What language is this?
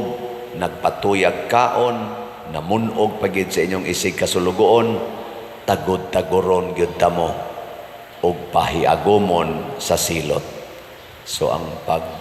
Cebuano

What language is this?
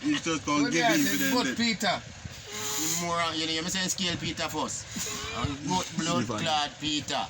Jamaican Creole English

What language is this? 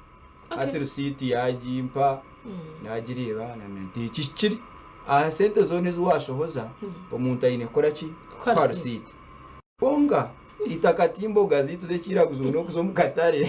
Nyankole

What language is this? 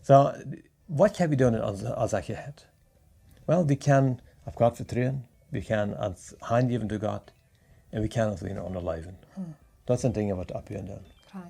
Plautdietsch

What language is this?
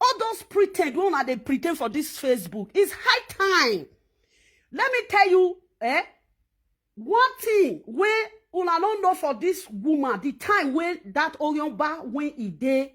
Nigerian Pidgin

